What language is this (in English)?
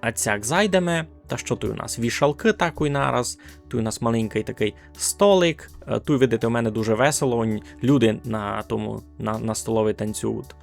Rusyn